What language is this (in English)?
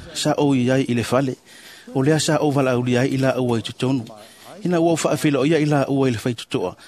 Samoan